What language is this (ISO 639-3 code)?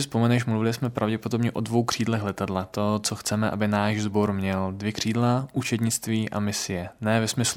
ces